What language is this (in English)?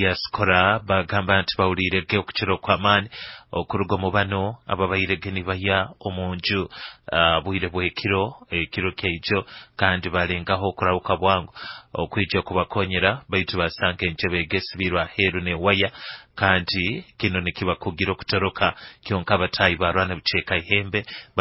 Nyoro